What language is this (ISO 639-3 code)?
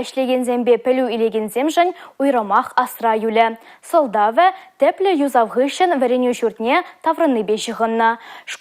chv